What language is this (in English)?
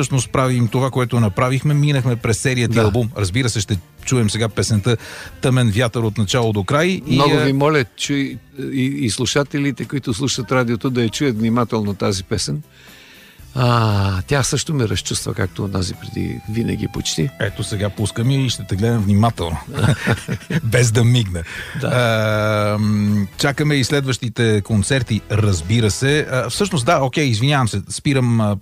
Bulgarian